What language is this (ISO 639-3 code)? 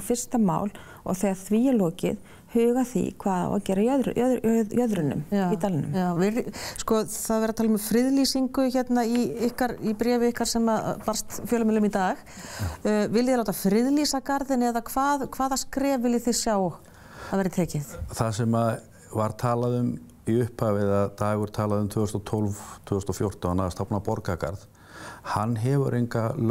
isl